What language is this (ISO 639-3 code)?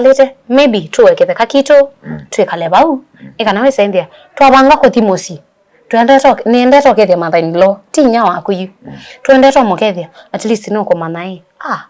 kam